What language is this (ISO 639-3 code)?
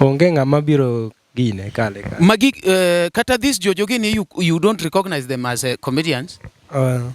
luo